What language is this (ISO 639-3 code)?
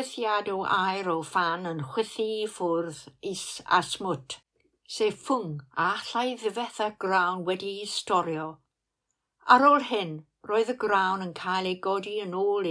cym